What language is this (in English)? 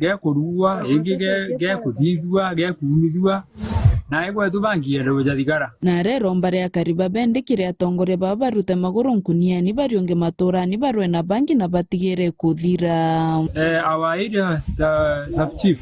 Meru